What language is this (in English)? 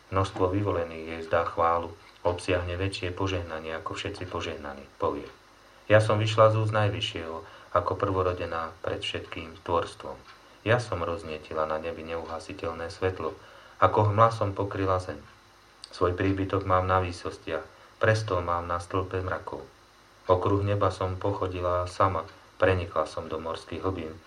Slovak